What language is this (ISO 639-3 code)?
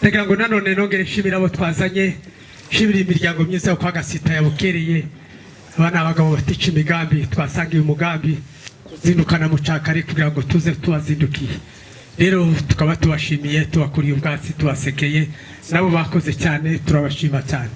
kin